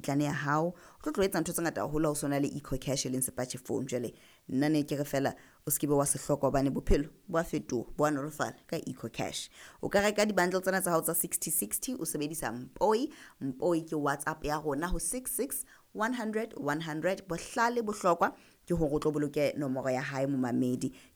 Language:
Southern Sotho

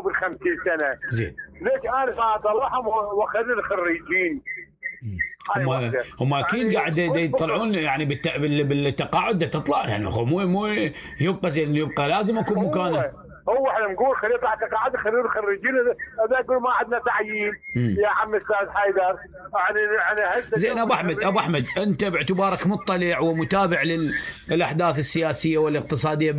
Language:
Mesopotamian Arabic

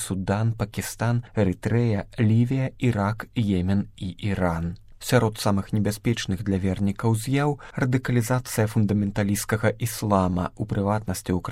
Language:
Belarusian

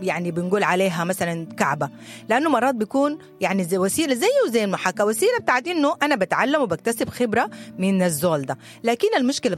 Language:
Sudanese Arabic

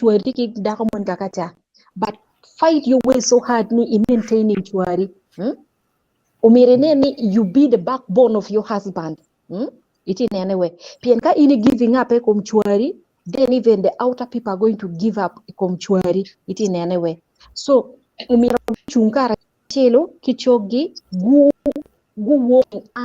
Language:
Acoli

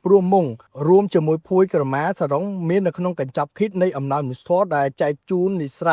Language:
Khmer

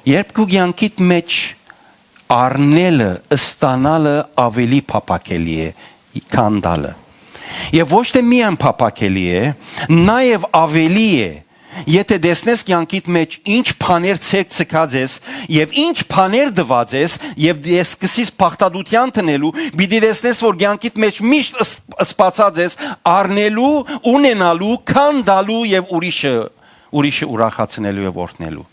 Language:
Western Armenian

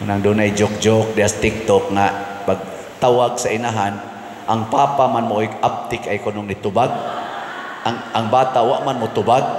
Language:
Cebuano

